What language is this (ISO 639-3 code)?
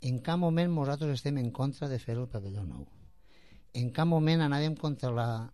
cat